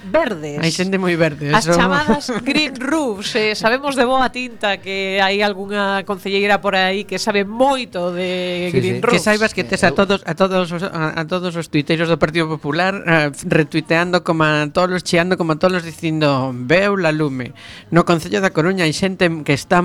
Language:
Galician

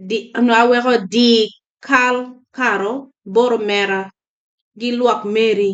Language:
Acoli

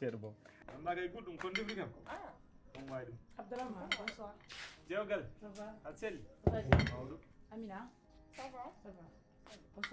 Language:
Fula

